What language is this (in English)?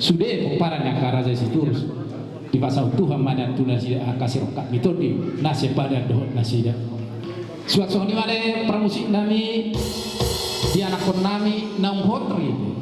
Batak Toba